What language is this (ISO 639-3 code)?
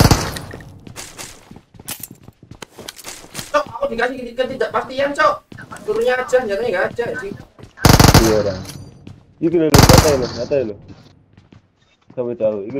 ind